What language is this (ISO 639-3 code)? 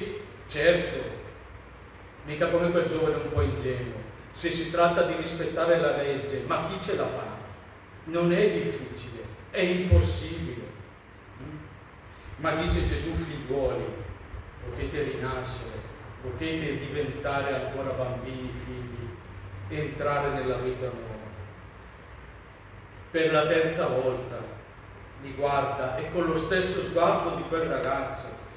ita